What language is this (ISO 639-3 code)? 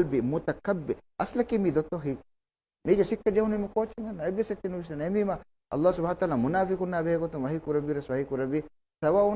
div